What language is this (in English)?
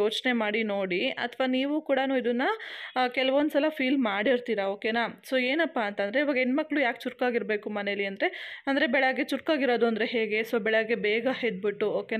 Kannada